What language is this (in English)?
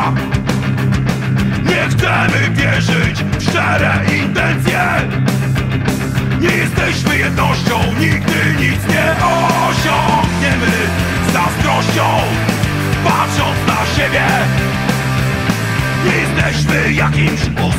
Polish